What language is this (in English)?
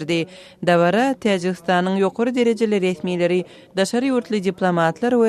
Turkmen